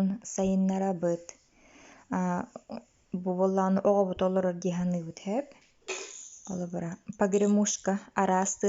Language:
Yakut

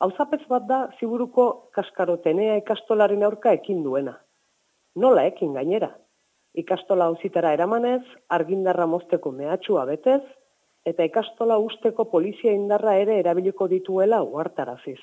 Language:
Basque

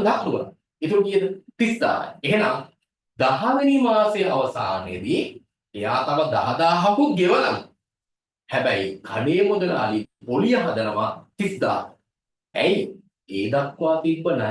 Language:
Sinhala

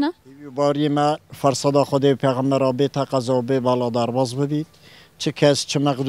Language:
Kurdish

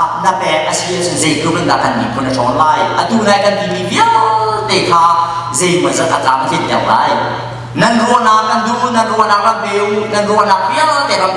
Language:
Hakha Chin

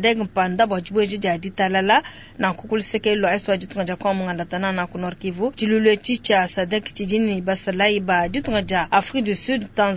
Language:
Luba-Lulua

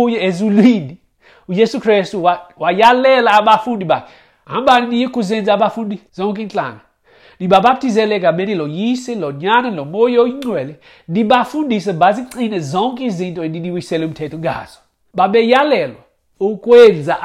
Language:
Xhosa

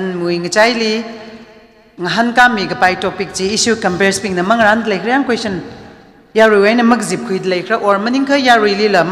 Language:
Tangkhul Naga (India)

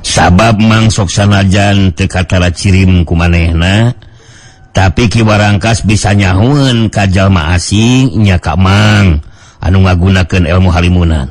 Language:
Sundanese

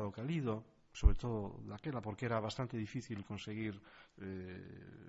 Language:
Galician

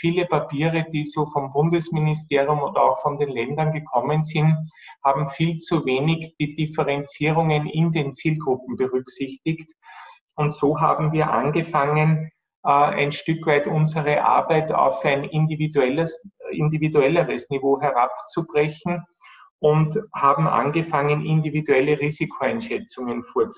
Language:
German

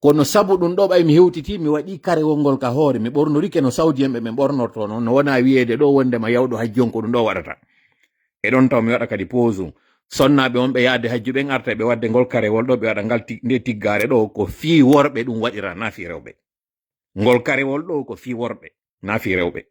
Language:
Fula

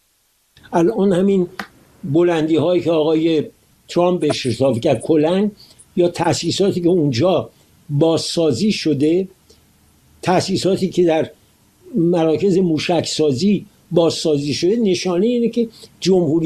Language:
Persian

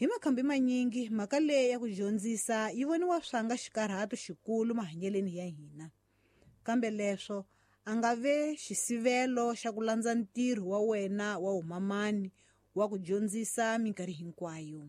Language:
Tsonga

